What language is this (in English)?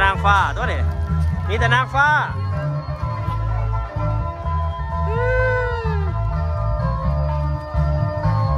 Thai